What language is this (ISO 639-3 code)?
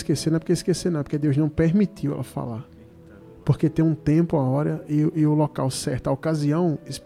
por